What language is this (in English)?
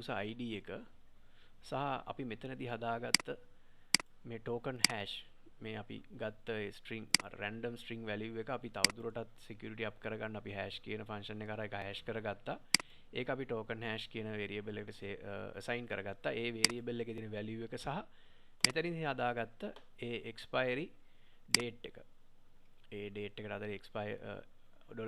Sinhala